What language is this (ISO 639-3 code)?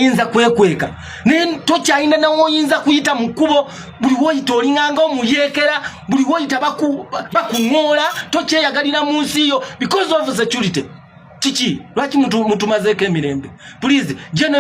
lug